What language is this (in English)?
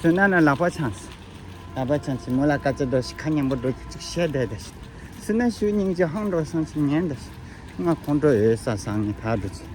Tibetan